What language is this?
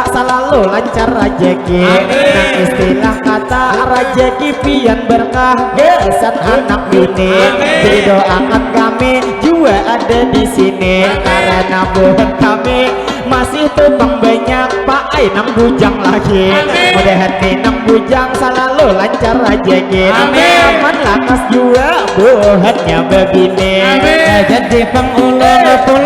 Banjar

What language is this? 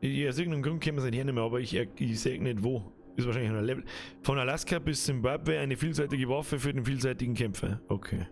Bavarian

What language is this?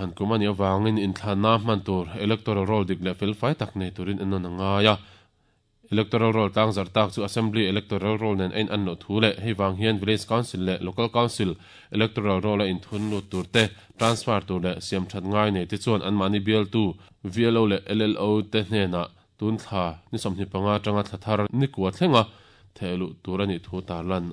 Mizo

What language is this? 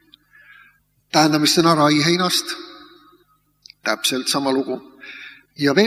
Estonian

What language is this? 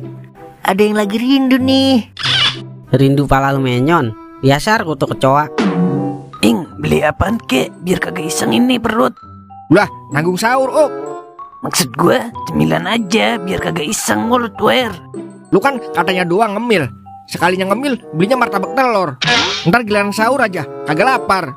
Betawi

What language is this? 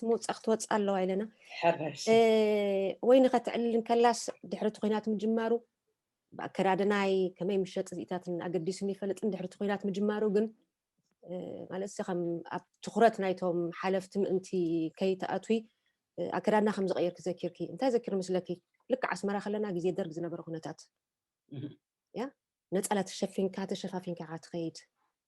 Tigrinya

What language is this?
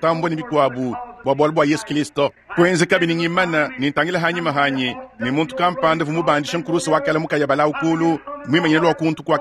Luba-Lulua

